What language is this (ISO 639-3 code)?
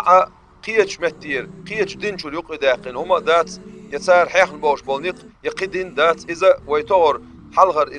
che